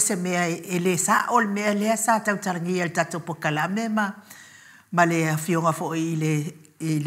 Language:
Samoan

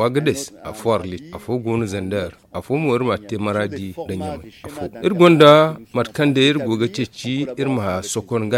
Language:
Zarma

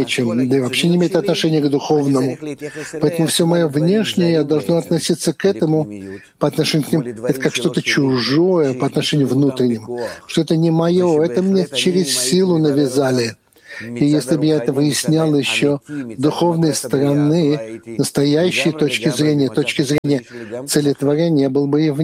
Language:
Russian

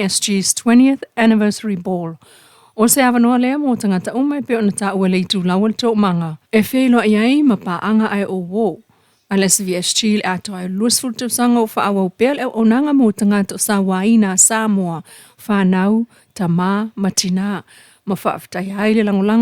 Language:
Samoan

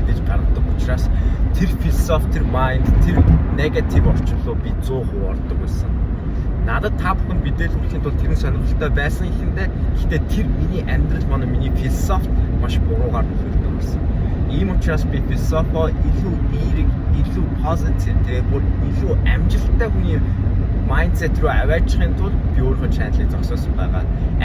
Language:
Mongolian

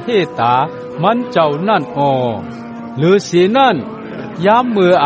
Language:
Shan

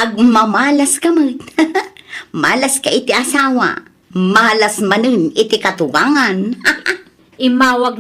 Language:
Iloko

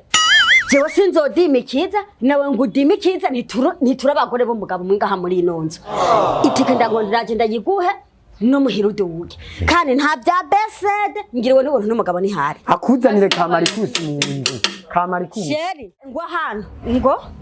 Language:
Rundi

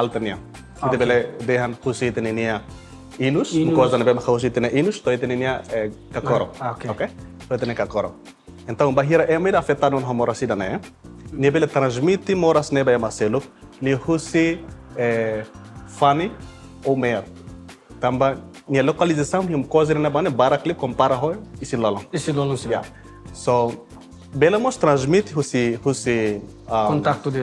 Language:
Tetum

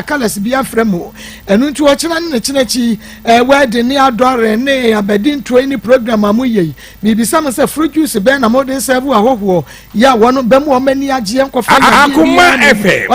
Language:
Akan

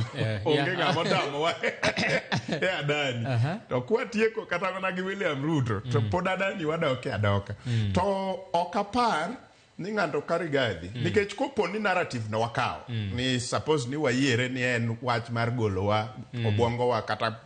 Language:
Luo (Kenya and Tanzania)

